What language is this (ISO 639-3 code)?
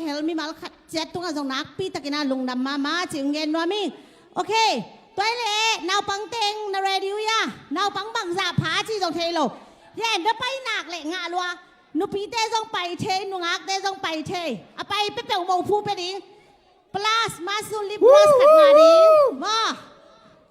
ctd